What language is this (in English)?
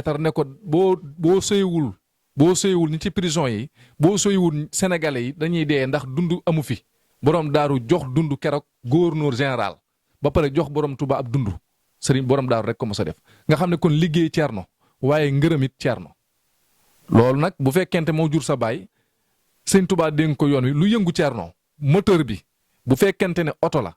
Wolof